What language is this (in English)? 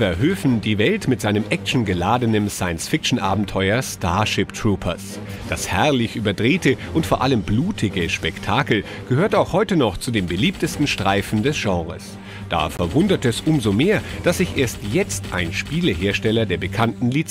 German